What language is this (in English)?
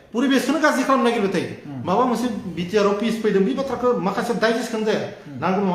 Bodo